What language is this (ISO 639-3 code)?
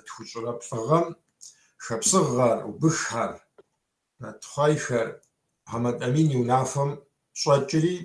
kbd